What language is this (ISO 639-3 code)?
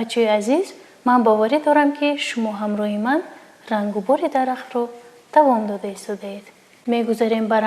tgk